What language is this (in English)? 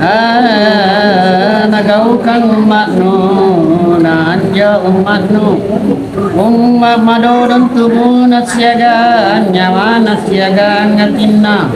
Makasar